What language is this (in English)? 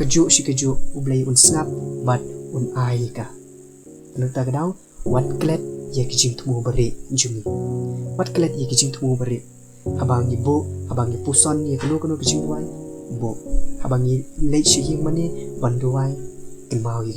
Khasi